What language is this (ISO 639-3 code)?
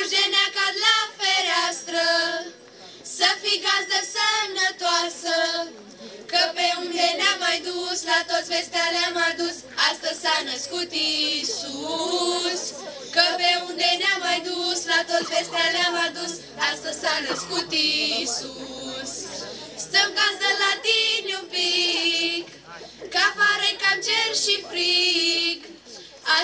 ron